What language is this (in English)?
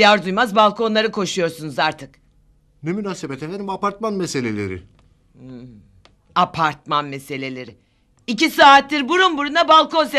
Turkish